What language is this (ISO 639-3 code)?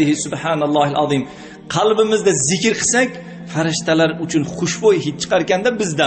uzb